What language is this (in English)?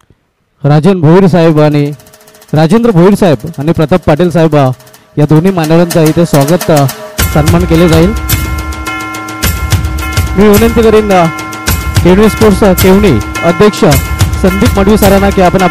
Marathi